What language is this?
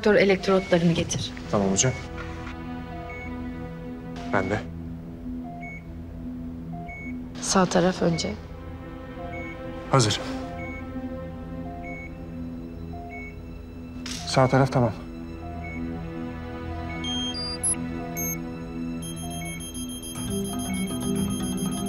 Turkish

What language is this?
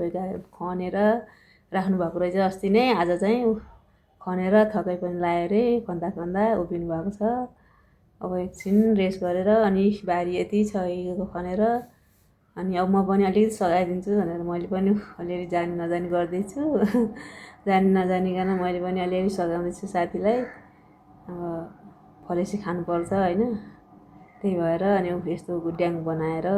Nepali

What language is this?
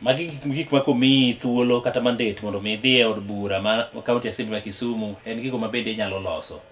Luo (Kenya and Tanzania)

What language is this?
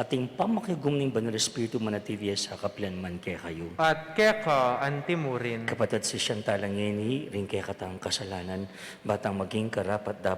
Pampanga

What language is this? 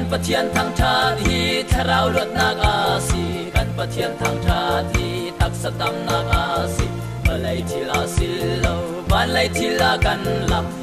Hakha Chin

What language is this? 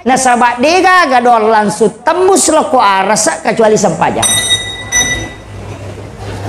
Buginese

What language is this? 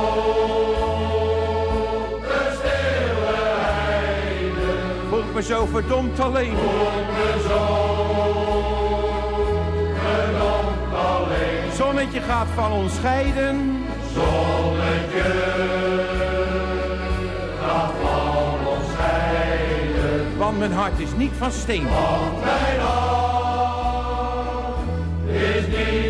Dutch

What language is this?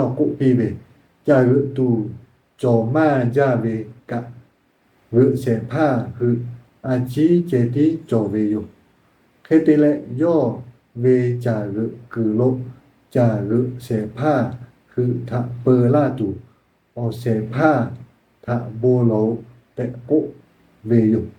Lahu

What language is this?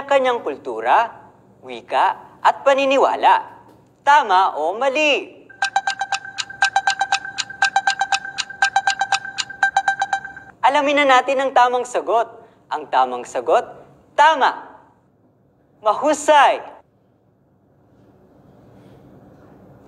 Filipino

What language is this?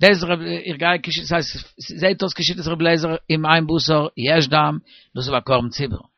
Yiddish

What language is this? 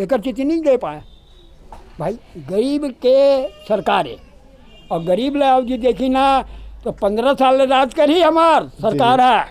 Chhattisgarhi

